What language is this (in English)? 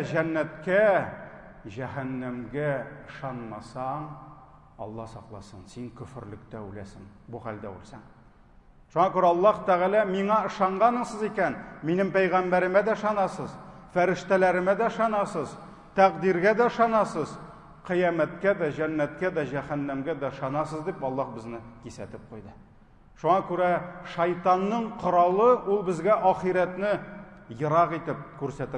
Tatar